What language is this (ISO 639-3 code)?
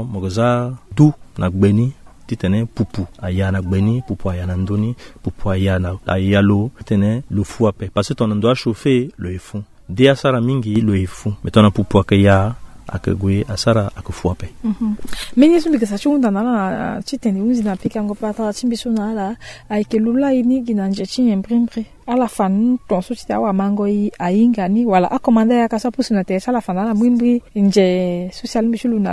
sag